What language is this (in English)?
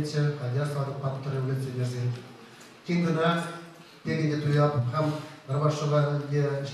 Chuvash